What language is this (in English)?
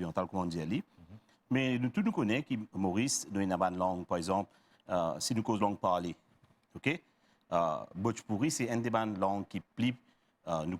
Morisyen